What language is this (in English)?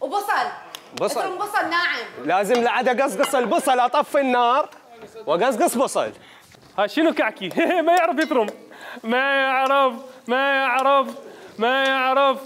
Mesopotamian Arabic